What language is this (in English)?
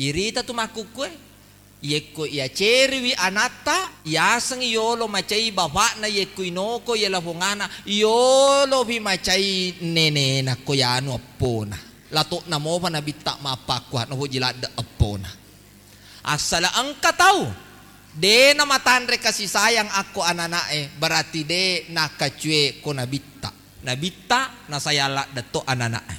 Buginese